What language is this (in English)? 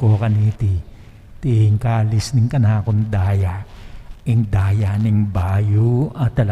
Pampanga